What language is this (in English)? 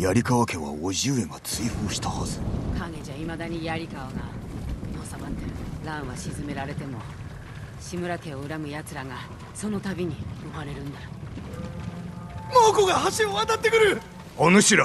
Japanese